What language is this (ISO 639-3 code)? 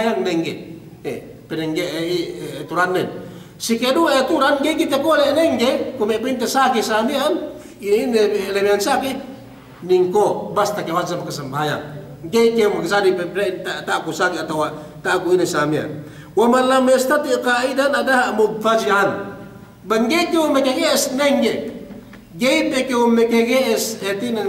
yka